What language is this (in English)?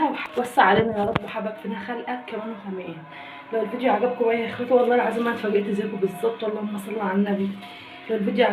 Egyptian Arabic